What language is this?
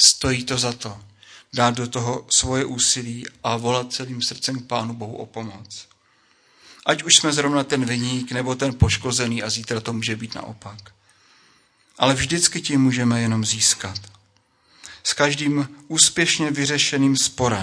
Czech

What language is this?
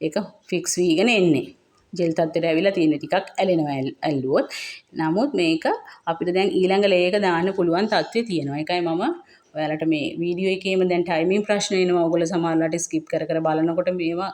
Sinhala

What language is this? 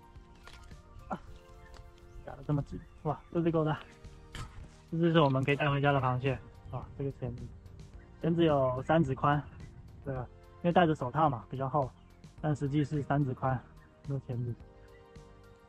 Chinese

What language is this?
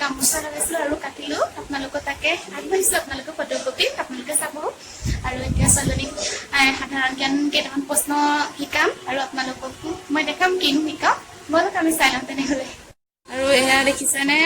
Assamese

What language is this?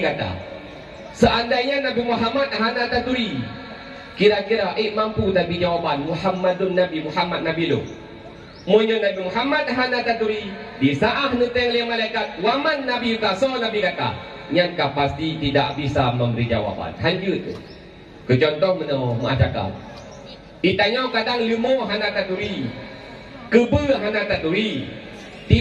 Achinese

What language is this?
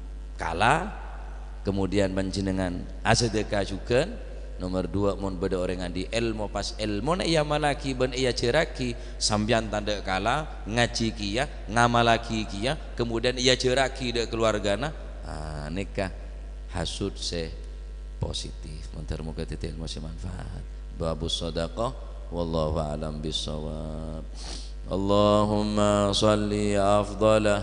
Madurese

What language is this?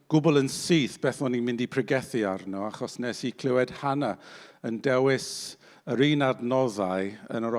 Welsh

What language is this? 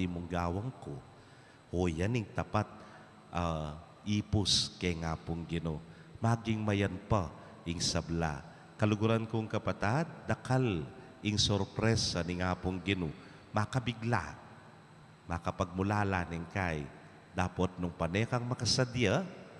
Pampanga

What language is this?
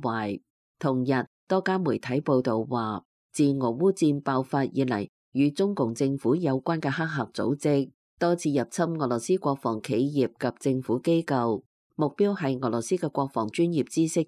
Cantonese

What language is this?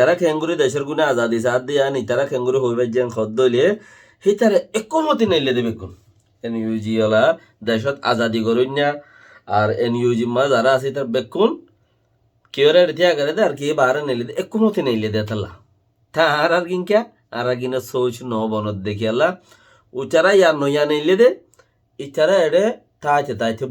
Rohingya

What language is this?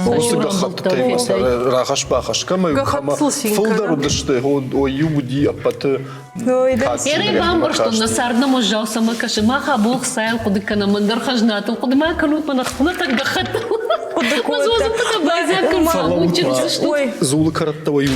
Ossetic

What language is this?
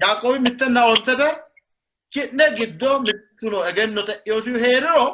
Sidamo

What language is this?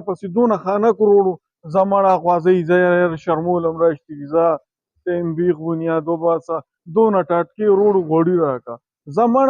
Pashto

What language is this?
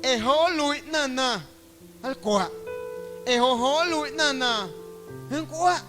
Guerrero Amuzgo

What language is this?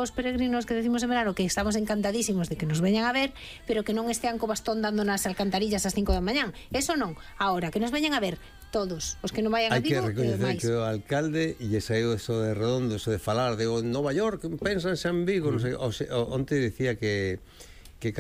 Galician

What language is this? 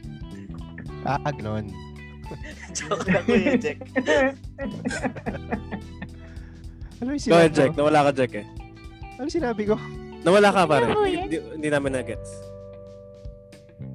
Filipino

